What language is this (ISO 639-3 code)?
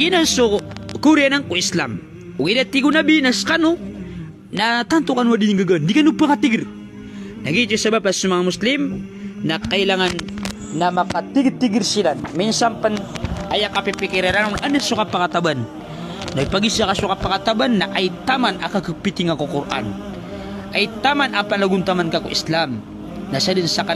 mrw